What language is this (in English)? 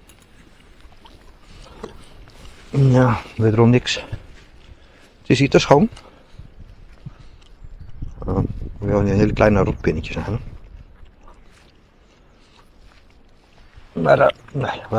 Dutch